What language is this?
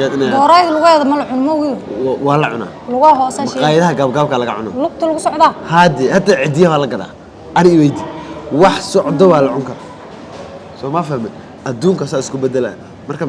Somali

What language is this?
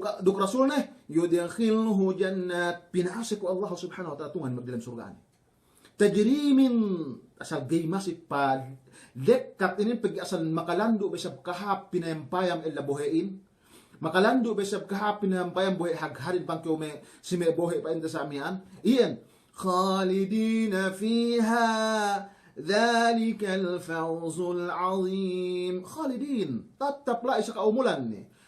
Yakan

